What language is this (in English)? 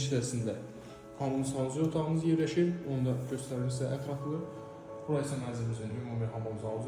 Azerbaijani